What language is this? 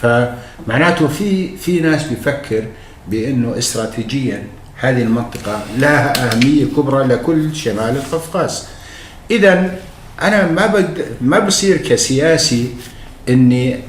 North Levantine Arabic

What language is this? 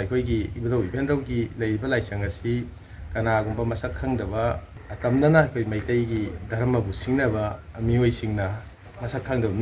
Manipuri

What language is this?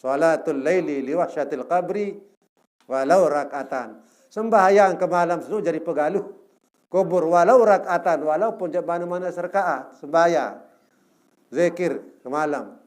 Sasak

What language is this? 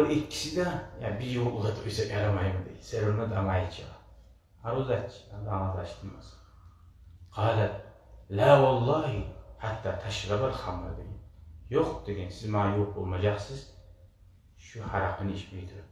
Kumyk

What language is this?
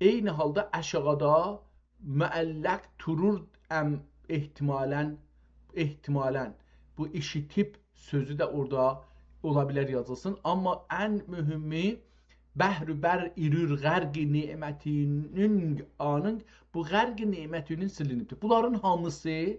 South Azerbaijani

